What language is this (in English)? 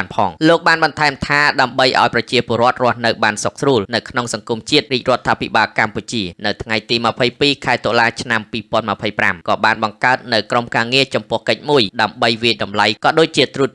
Khmer